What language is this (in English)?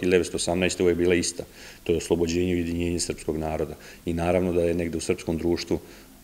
Serbian